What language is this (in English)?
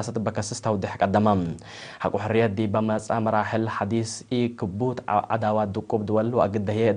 Tigre